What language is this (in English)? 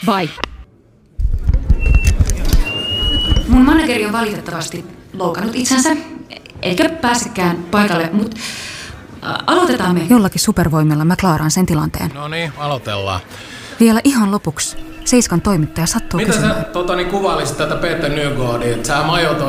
Finnish